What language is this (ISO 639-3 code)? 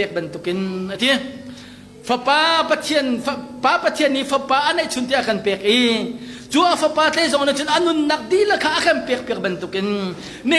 cnh